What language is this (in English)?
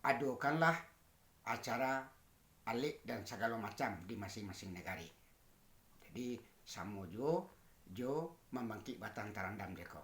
Minangkabau